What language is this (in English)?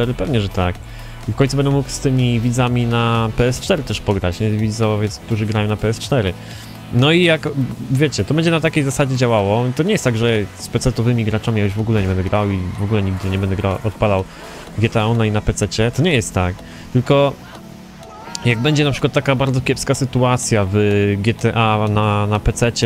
Polish